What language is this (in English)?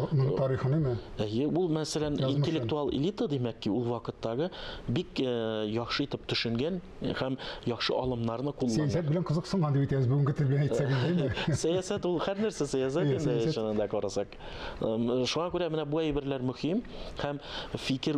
Tatar